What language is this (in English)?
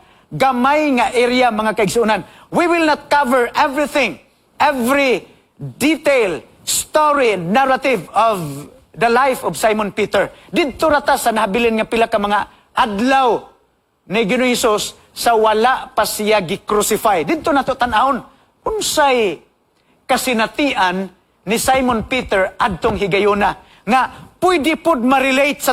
Cebuano